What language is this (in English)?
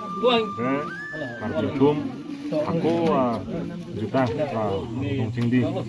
Karbi